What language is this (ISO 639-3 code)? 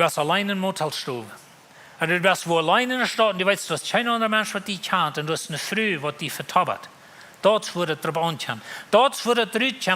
pdt